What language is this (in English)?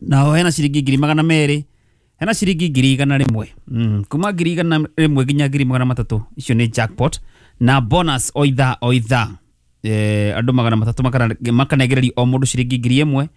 Kikuyu